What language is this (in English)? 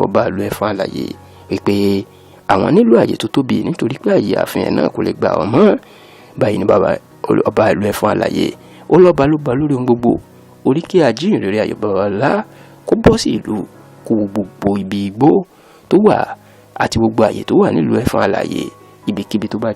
Yoruba